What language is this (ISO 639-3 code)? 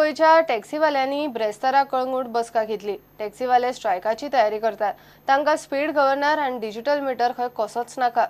kok